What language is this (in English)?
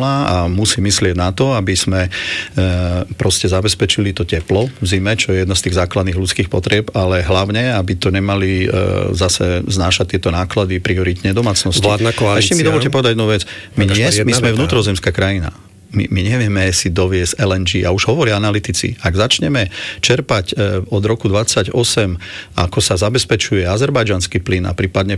Slovak